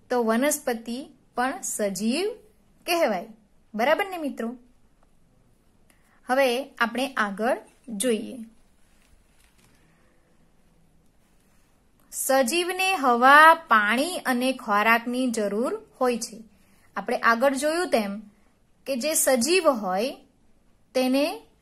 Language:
Gujarati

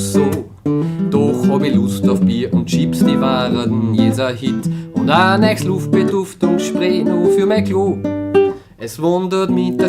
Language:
Bavarian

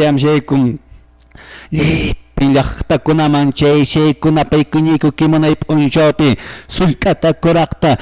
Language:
Quechua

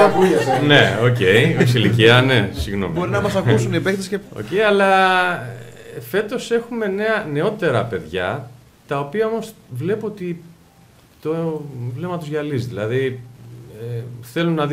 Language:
Greek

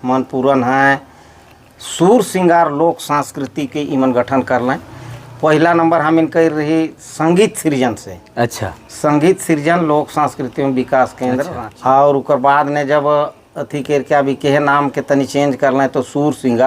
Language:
Sadri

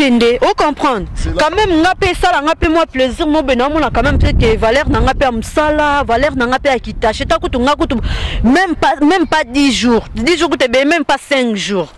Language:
Lingala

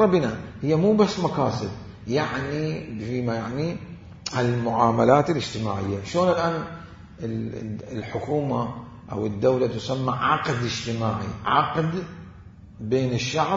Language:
Mesopotamian Arabic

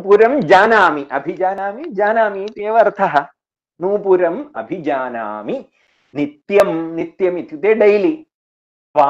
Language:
Sanskrit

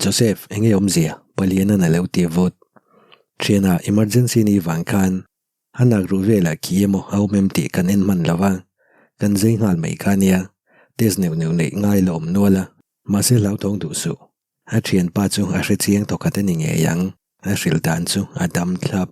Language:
Mizo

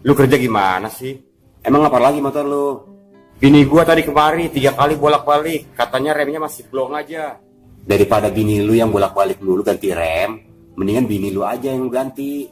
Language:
Betawi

